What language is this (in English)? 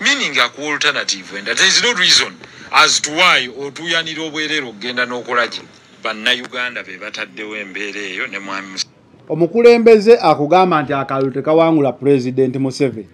Ganda